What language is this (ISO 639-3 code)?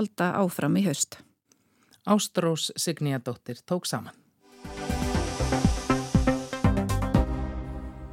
isl